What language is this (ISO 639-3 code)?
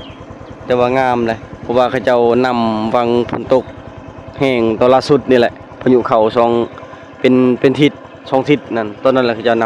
lao